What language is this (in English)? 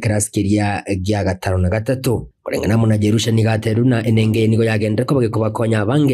Gusii